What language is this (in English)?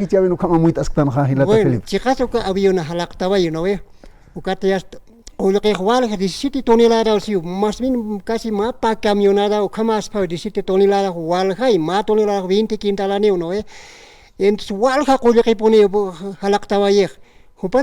Aymara